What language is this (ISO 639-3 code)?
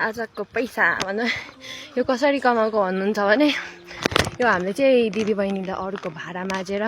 nep